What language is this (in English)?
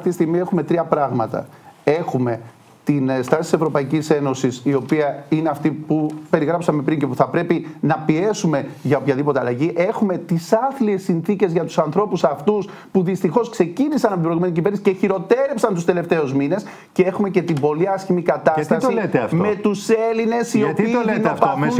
Greek